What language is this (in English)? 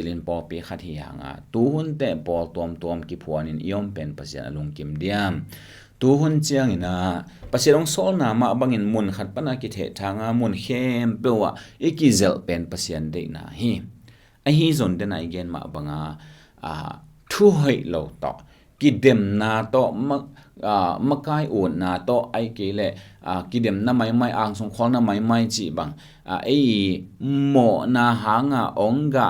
Tedim Chin